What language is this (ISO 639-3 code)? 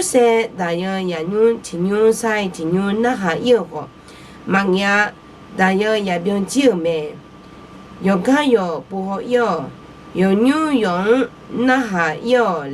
ahk